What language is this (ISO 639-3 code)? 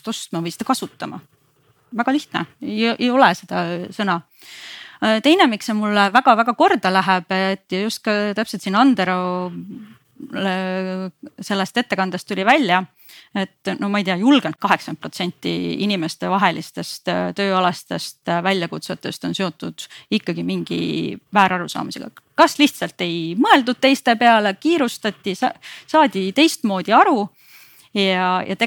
est